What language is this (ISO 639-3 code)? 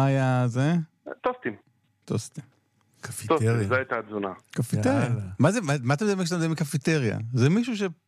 heb